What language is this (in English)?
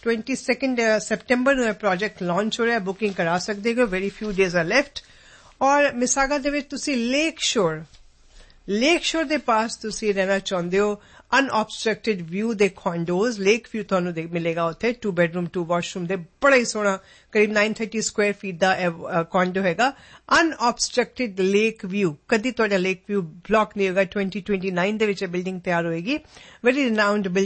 Punjabi